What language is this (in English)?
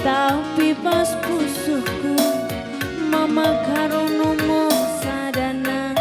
Batak Karo